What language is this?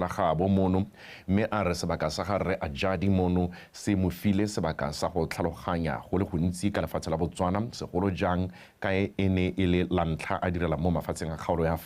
Tswana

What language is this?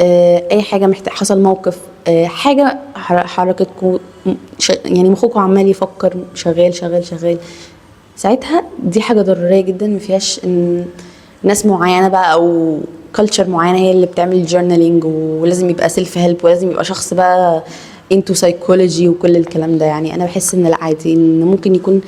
Egyptian Arabic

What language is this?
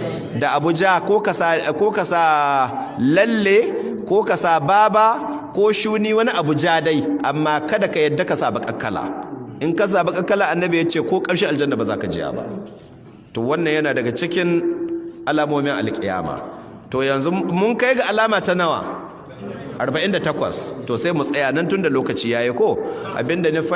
Hausa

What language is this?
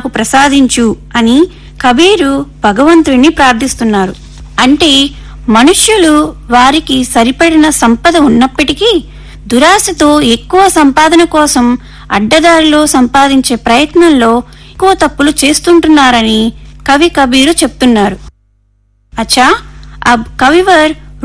Telugu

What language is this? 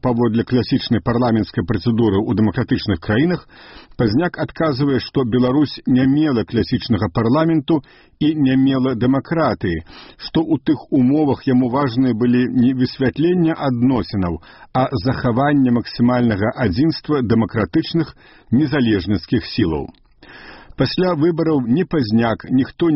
Belarusian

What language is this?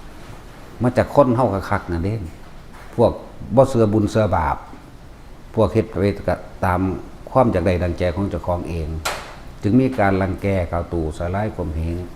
Northeastern Thai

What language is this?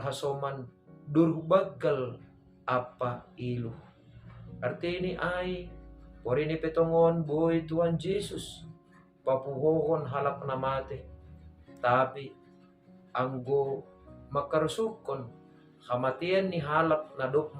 Batak Simalungun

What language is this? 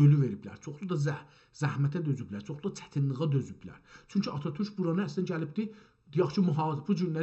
South Azerbaijani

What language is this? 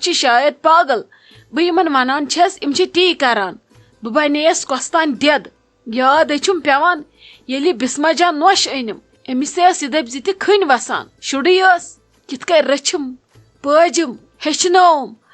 Kashmiri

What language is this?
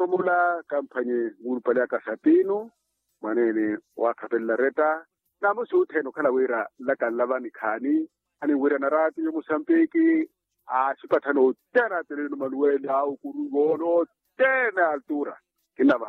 Makhuwa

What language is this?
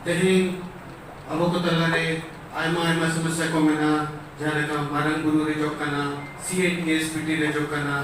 Santali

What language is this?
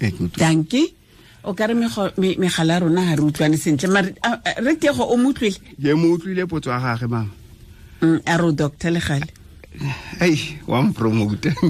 Tswana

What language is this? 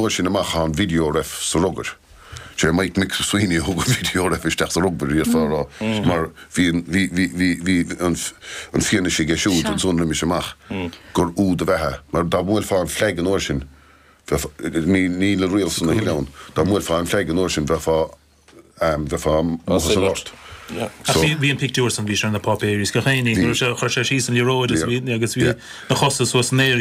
Irish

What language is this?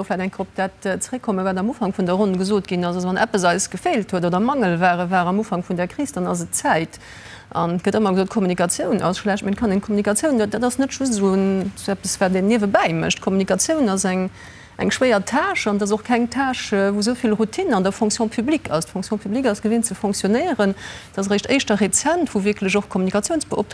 Luxembourgish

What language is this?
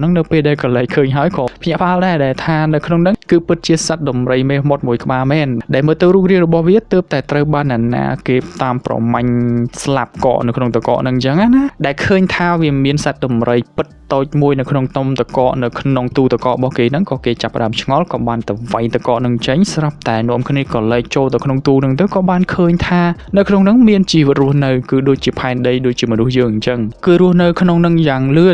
Khmer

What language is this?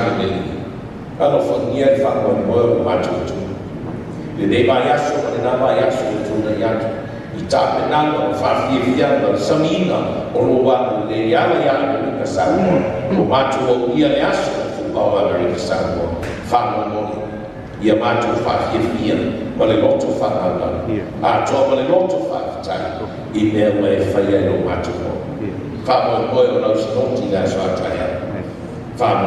Samoan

